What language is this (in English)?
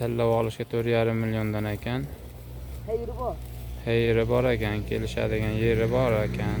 Uzbek